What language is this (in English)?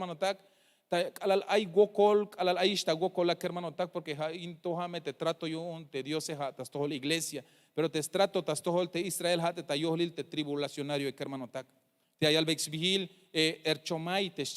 Tzeltal